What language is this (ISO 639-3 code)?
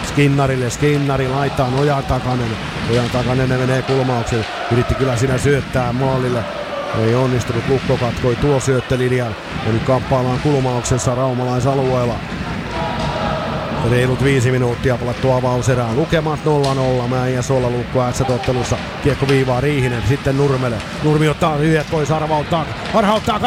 fin